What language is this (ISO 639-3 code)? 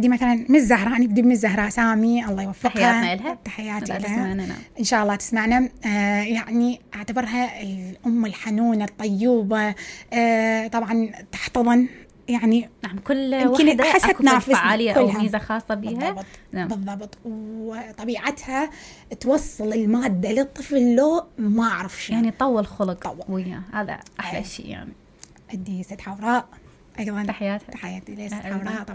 acm